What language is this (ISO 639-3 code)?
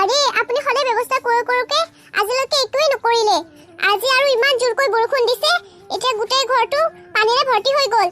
asm